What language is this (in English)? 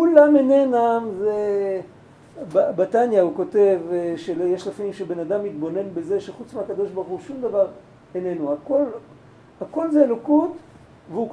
Hebrew